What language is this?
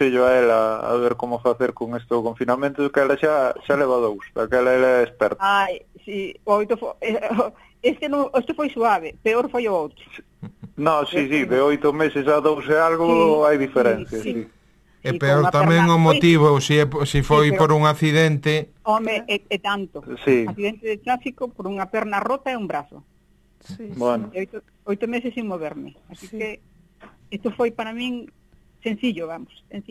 Galician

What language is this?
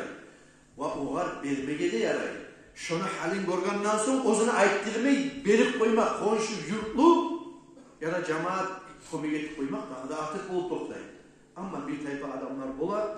Kumyk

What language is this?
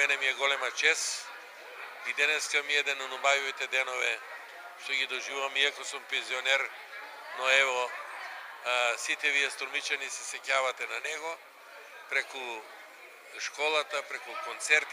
Macedonian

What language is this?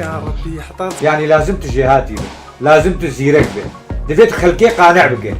Kurdish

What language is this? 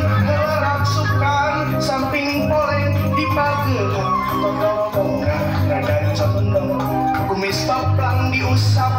Sundanese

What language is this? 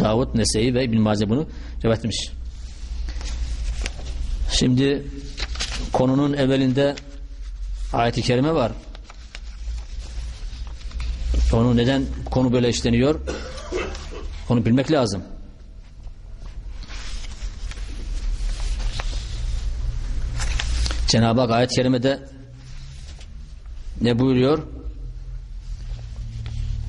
Turkish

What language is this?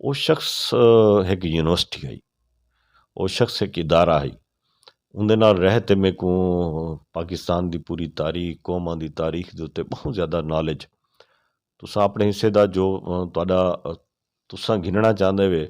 Saraiki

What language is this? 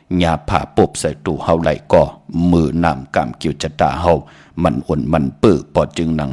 Shan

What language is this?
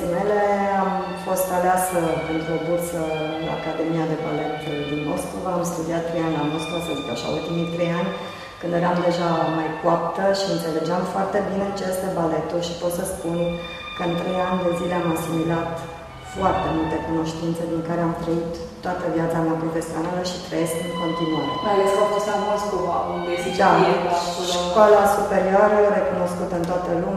Romanian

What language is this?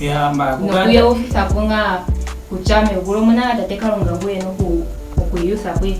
Ndonga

